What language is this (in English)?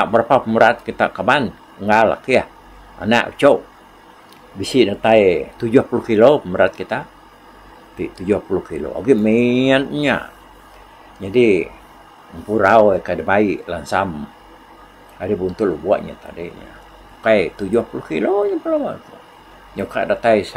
Iban